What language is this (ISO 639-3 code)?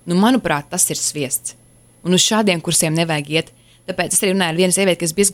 lav